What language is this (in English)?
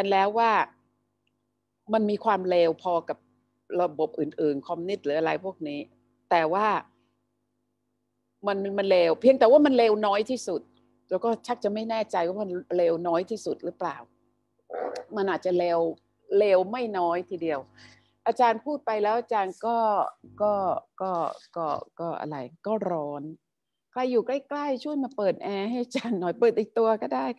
Thai